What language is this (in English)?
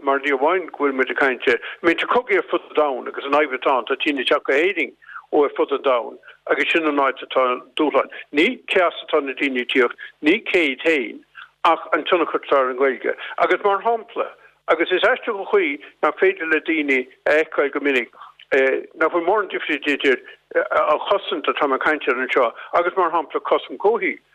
Irish